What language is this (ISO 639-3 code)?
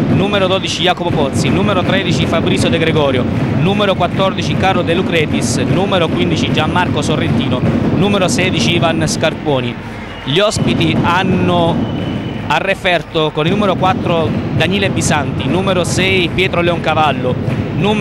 ita